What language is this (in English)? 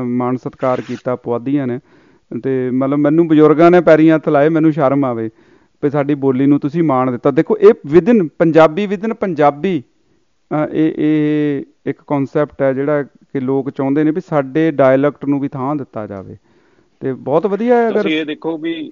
Punjabi